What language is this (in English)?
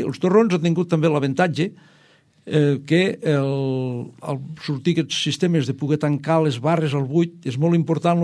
Catalan